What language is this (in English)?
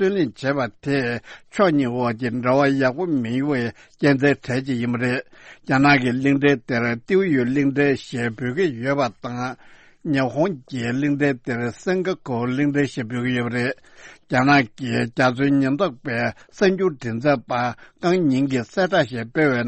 Tibetan